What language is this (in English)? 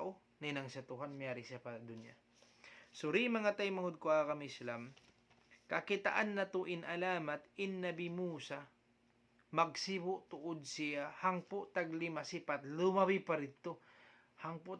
Tausug